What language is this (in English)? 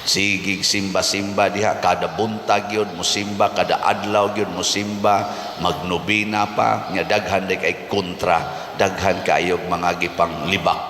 Cebuano